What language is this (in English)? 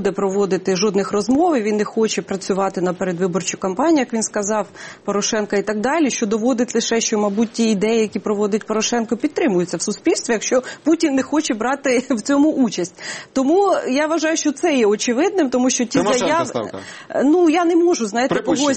Ukrainian